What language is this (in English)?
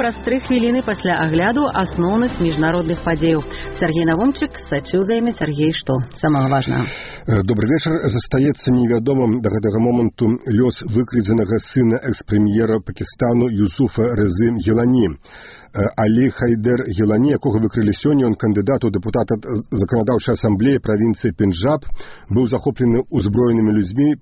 Belarusian